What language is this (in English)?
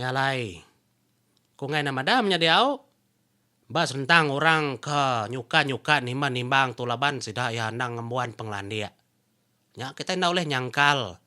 Iban